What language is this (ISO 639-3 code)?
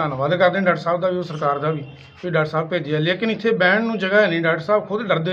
pan